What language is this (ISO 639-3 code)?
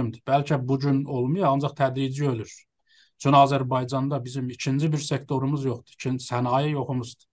azb